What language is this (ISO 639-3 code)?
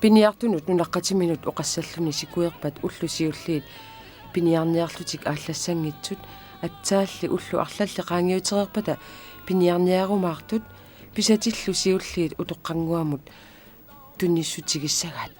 kal